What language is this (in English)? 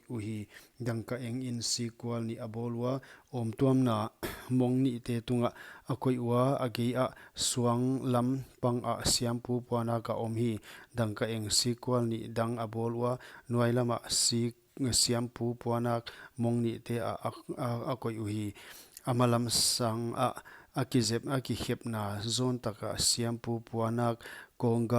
Paite Chin